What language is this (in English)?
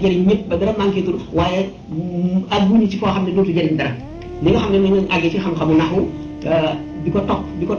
Wolof